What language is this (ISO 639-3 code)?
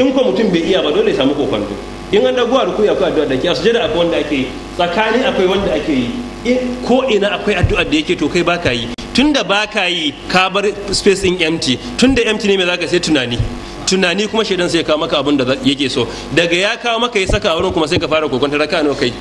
hau